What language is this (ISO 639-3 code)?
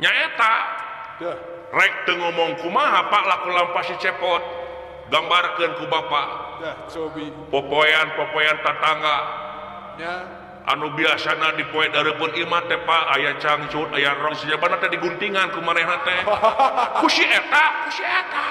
sun